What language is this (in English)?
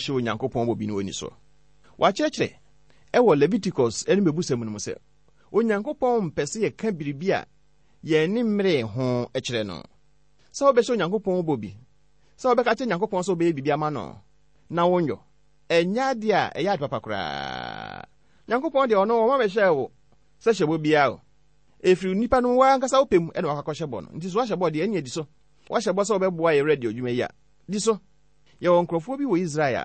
Akan